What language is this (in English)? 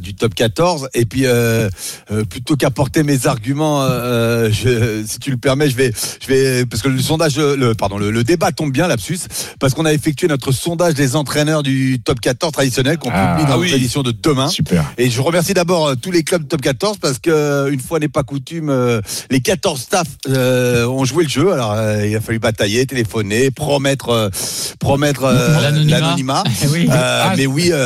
French